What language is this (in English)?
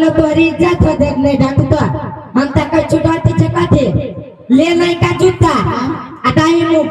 Maithili